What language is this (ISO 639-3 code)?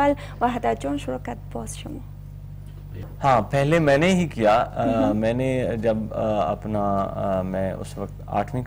hin